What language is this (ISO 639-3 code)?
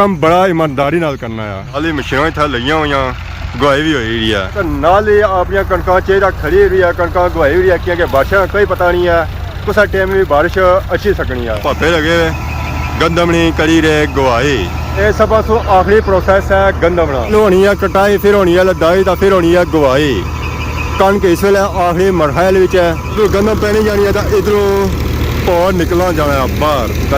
phr